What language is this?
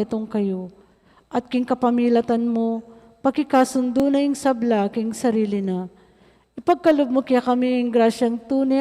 Pampanga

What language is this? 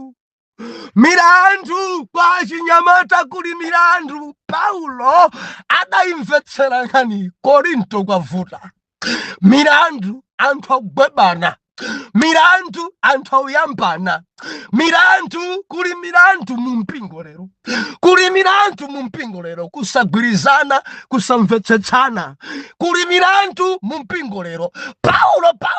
Nyanja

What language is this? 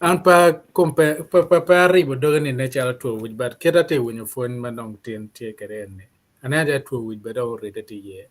Acoli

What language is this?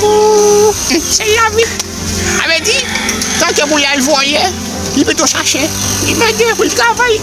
Haitian Creole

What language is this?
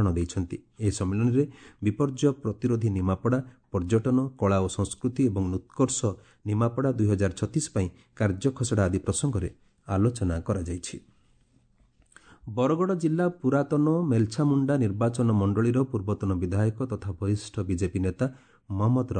Odia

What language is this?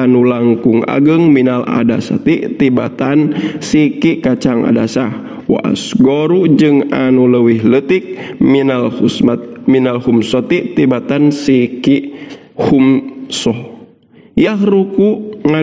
Sundanese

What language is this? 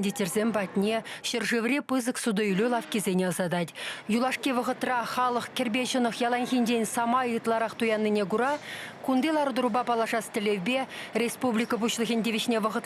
Chuvash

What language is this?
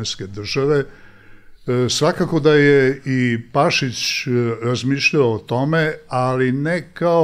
Serbian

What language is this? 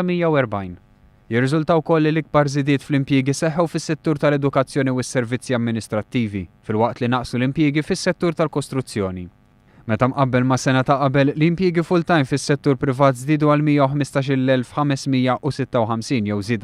Maltese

